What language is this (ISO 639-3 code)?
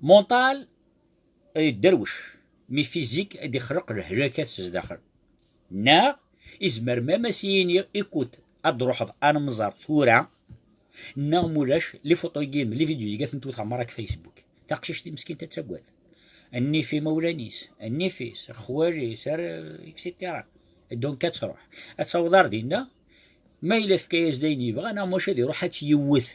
kab